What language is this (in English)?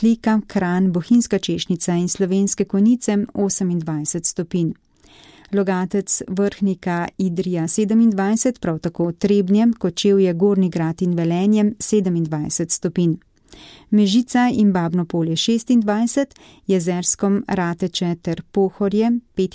Slovenian